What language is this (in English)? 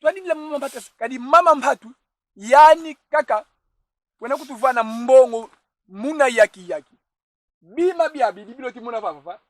Kongo